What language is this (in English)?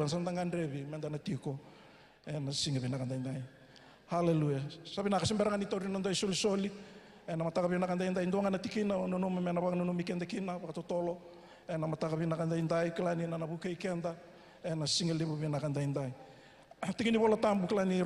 Fijian